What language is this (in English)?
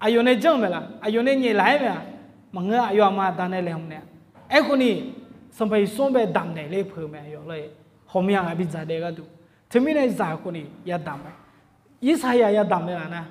Akha